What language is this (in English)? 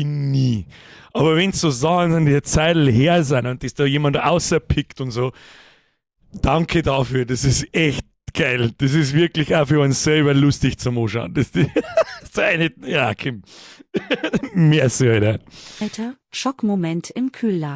Bavarian